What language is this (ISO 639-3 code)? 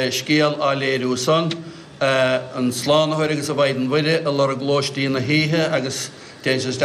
gle